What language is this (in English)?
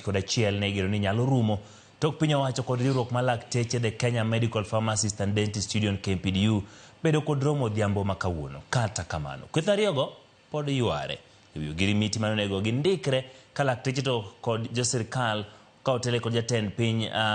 Luo (Kenya and Tanzania)